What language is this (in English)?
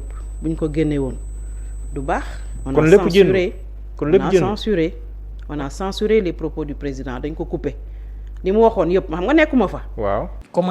Wolof